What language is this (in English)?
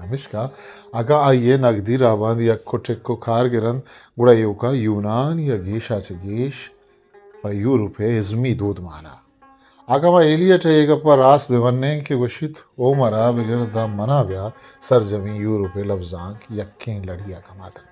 Eastern Balochi